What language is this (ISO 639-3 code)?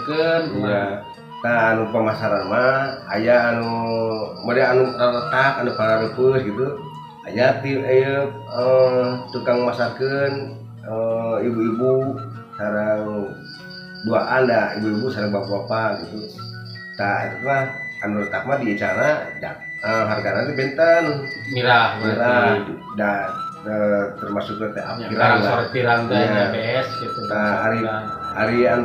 sun